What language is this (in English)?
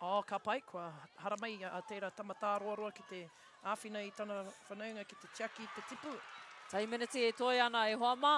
Māori